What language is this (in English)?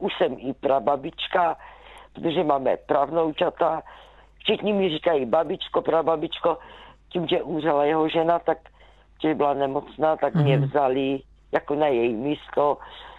Czech